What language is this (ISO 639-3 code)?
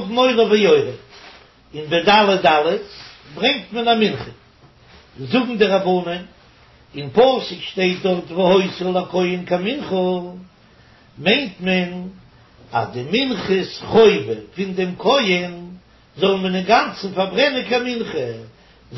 yid